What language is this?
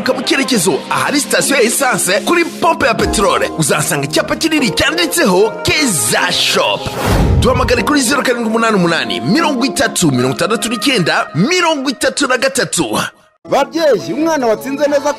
Kinyarwanda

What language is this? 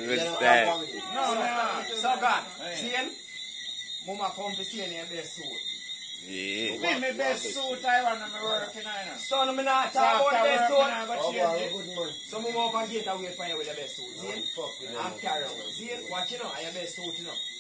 Jamaican Creole English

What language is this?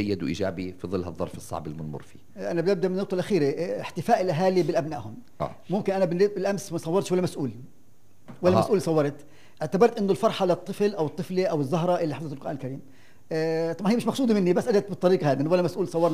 North Levantine Arabic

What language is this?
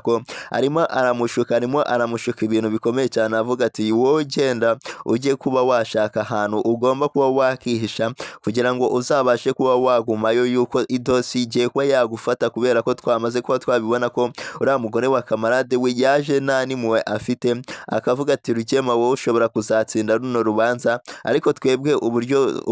Kinyarwanda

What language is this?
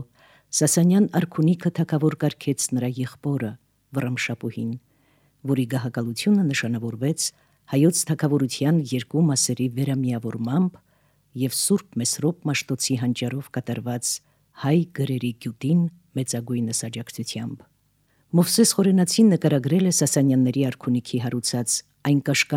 Armenian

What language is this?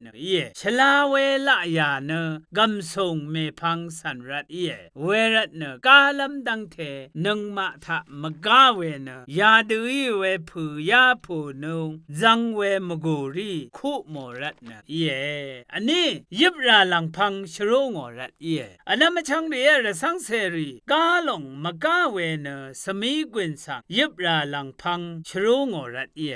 Rawang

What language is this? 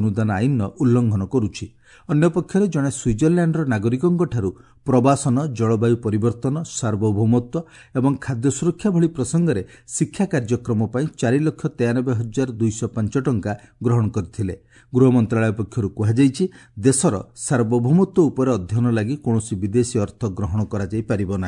Odia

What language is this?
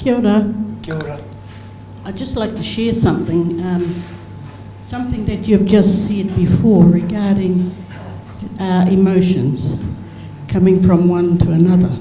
Māori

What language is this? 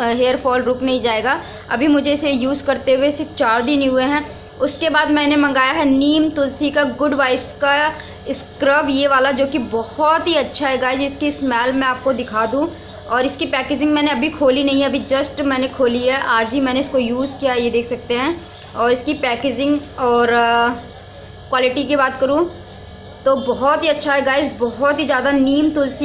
Hindi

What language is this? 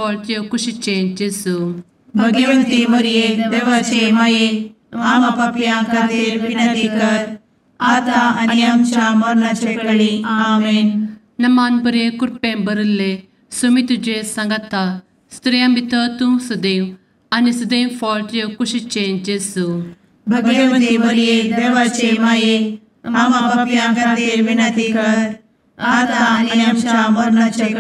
Konkani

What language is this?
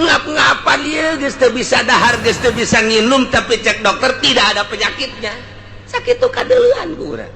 Sundanese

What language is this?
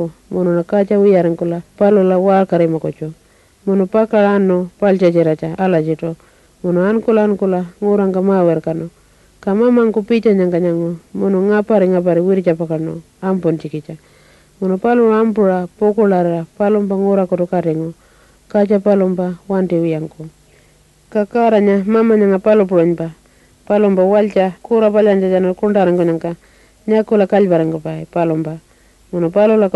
Pitjantjatjara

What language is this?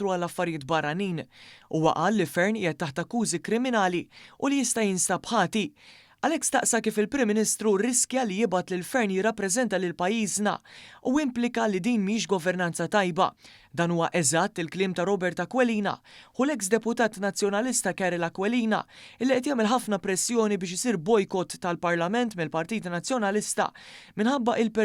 Maltese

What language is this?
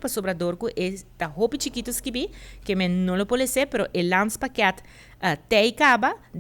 Papiamento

